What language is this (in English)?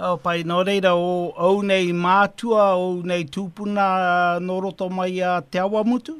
Māori